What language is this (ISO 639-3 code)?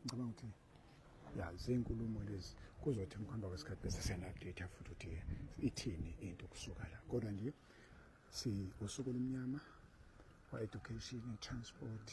zul